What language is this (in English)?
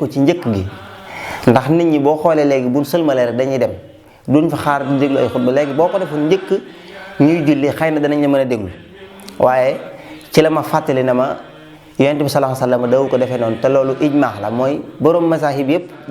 Wolof